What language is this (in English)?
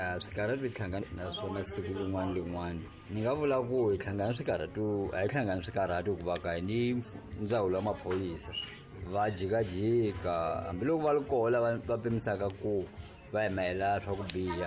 Tsonga